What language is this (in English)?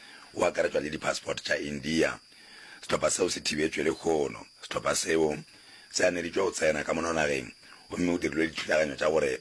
Northern Sotho